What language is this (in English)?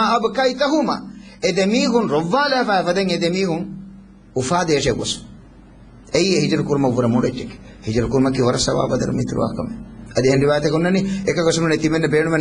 Divehi